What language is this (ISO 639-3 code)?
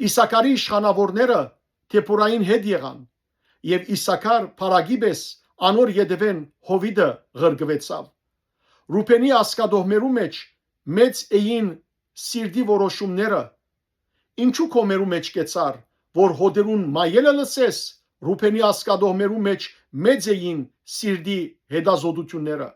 hyw